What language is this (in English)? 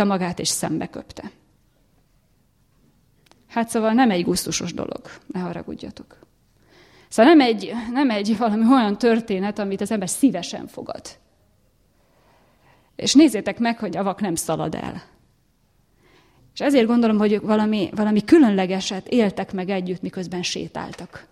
Hungarian